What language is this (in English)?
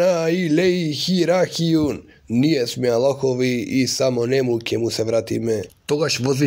Macedonian